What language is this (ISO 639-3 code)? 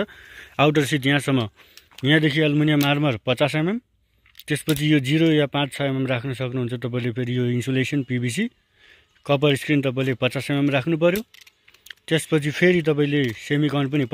nep